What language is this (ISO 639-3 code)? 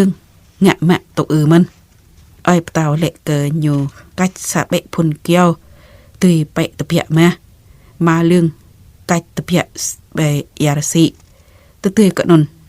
jra